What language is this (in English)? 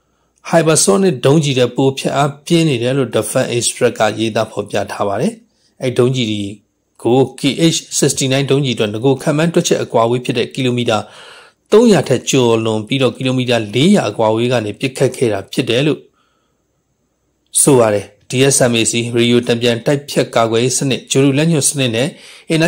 Burmese